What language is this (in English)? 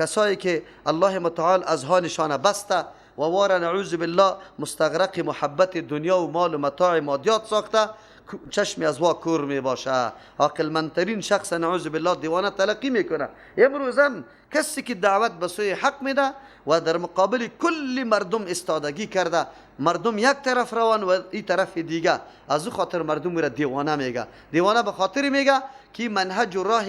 Persian